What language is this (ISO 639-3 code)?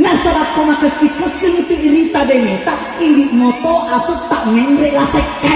bug